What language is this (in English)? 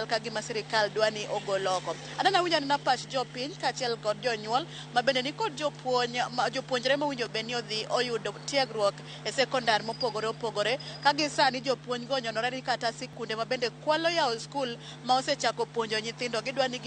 Luo (Kenya and Tanzania)